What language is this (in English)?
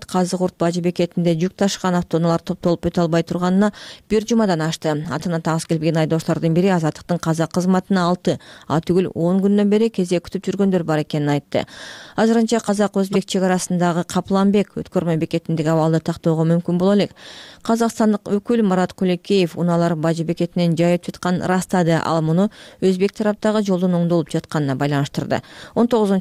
Kyrgyz